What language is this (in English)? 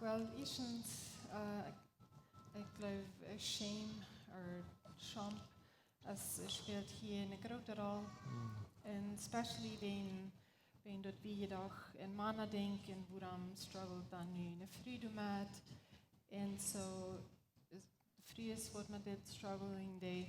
Plautdietsch